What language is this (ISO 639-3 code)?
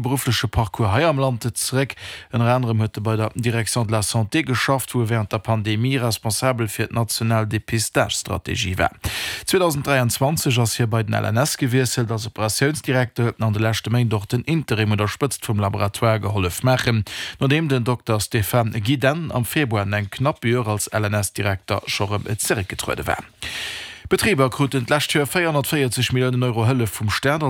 ltz